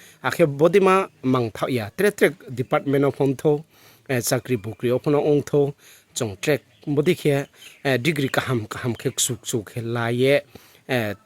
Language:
Riang (India)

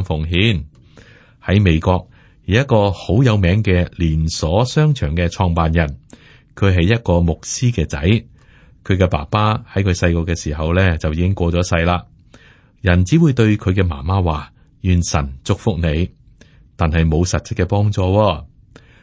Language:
Cantonese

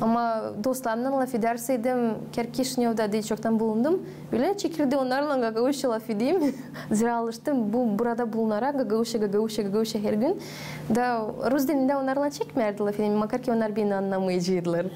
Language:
Gagauz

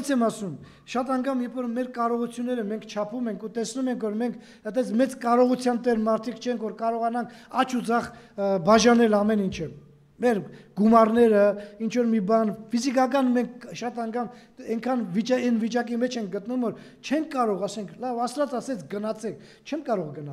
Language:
Armenian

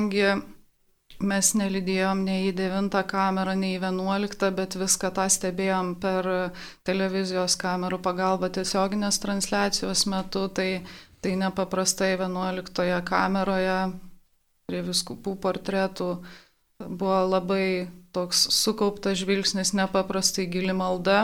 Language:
Lithuanian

